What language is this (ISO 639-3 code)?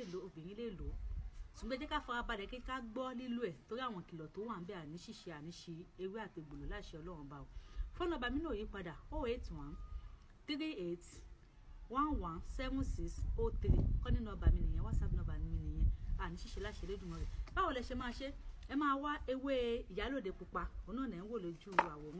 yor